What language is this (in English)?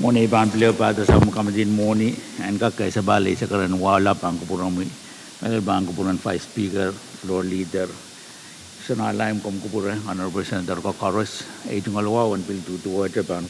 Pohnpeian